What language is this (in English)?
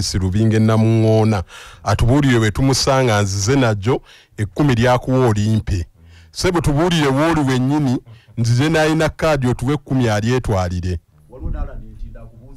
Ganda